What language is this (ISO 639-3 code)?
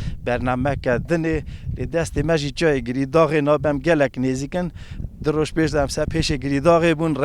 kur